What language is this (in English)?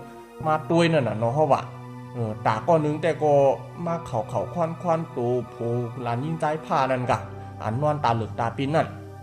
Shan